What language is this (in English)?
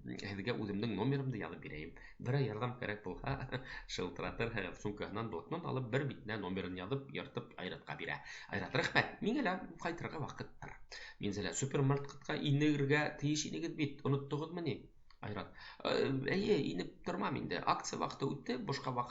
Bashkir